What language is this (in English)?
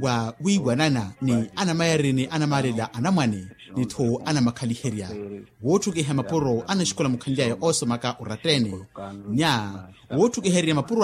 Makhuwa